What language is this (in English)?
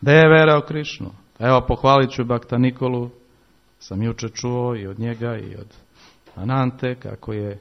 Serbian